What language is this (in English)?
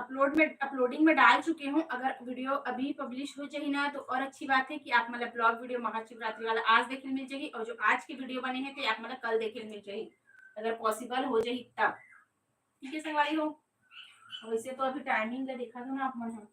Chhattisgarhi